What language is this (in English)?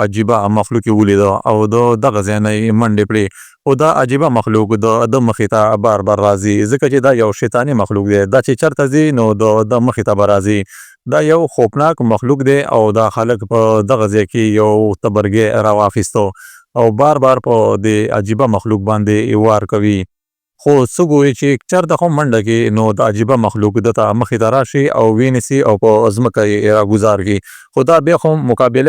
Pashto